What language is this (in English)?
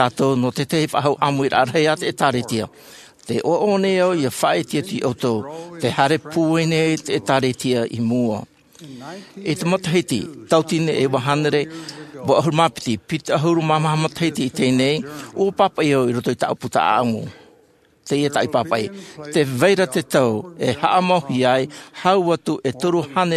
Tahitian